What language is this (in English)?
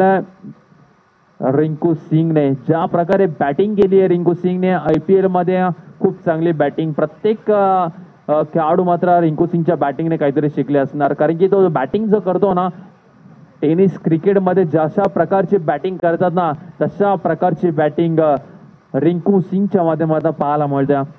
Marathi